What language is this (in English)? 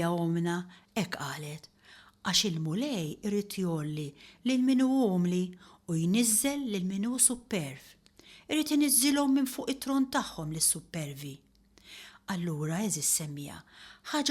Maltese